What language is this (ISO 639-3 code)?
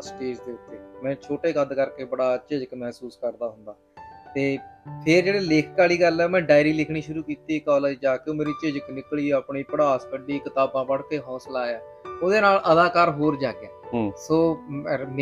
pan